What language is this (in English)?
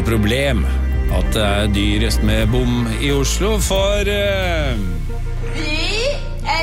Norwegian